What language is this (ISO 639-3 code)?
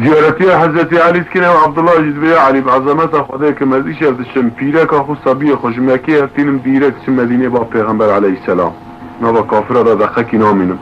kur